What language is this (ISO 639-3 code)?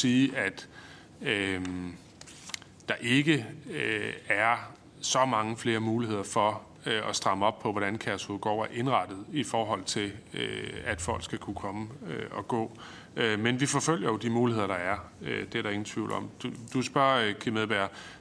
dan